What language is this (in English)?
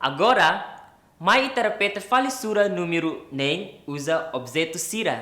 Tetum